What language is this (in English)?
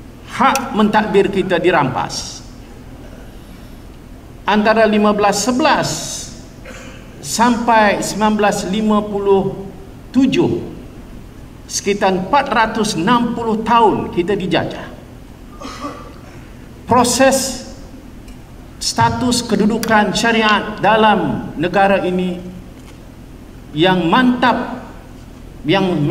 Malay